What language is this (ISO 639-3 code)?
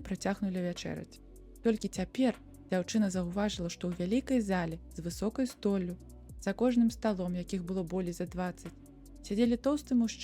bel